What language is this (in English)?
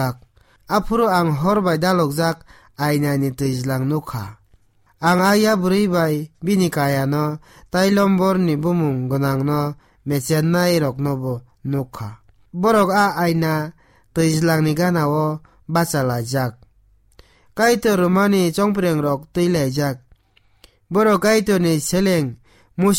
Kok Borok